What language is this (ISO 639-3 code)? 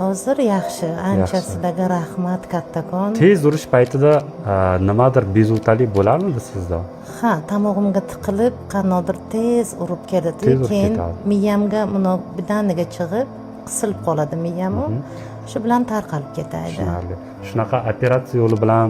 uzb